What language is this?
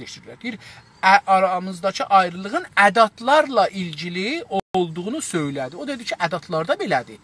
South Azerbaijani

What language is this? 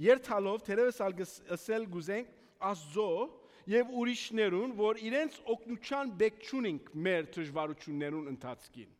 Armenian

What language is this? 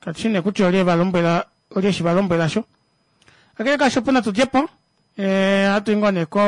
Kuanyama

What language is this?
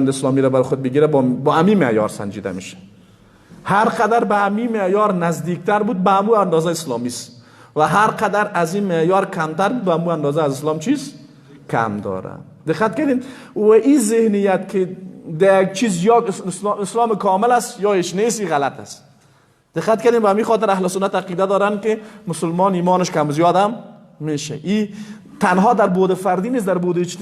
Persian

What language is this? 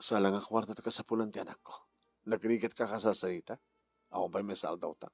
Iloko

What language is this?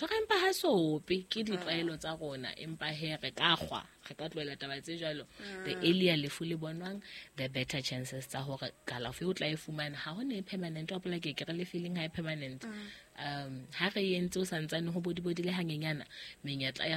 Southern Sotho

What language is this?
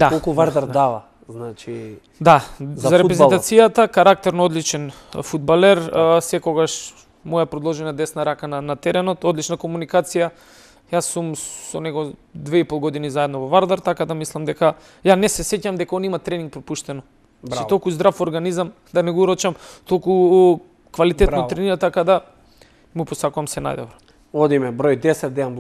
Macedonian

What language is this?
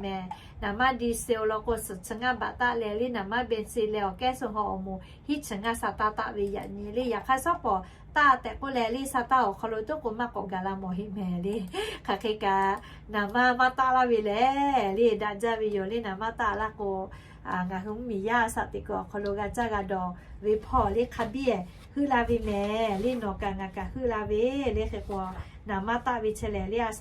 Lahu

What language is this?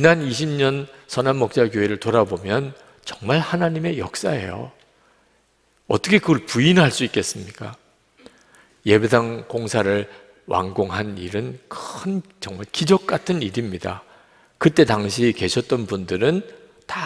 Korean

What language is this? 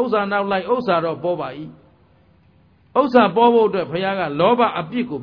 Burmese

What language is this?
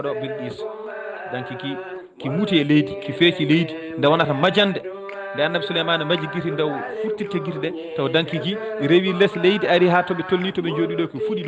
Fula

